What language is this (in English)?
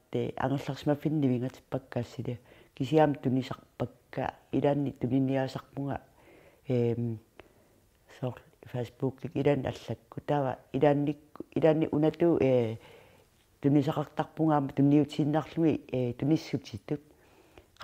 Kalaallisut